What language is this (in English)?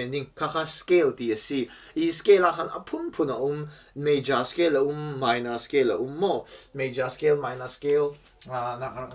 Falam Chin